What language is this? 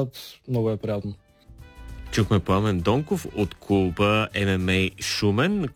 Bulgarian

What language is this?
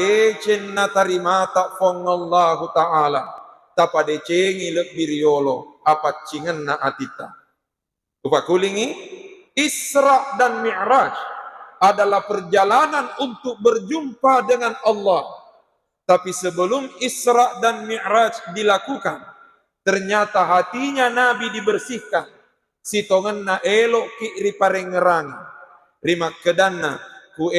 Buginese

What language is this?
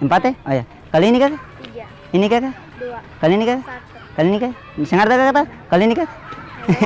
Ambonese Malay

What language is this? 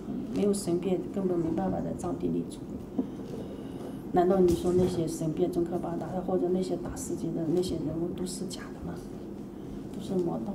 Chinese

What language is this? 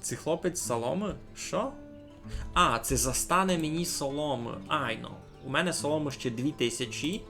Rusyn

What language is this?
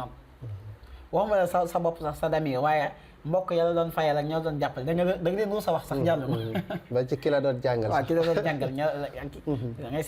Wolof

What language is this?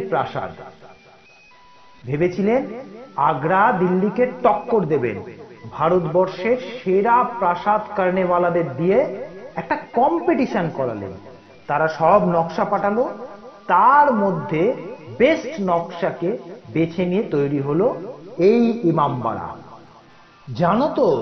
Bangla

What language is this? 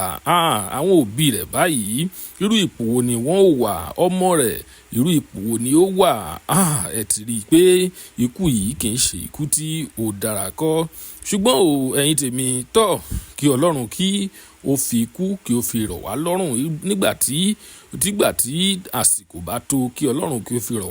Yoruba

